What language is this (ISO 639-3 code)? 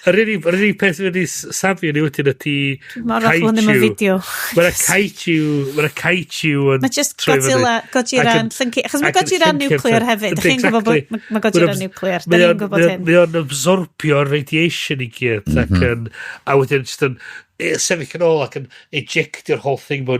cym